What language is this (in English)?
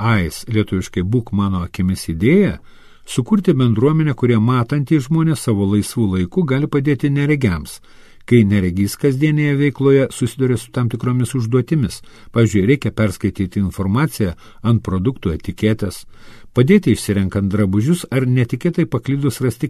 Lithuanian